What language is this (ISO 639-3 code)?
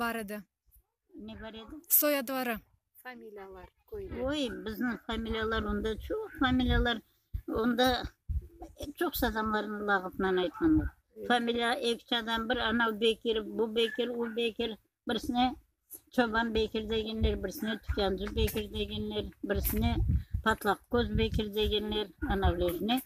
crh